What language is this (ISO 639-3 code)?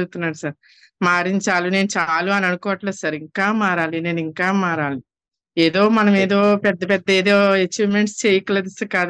tel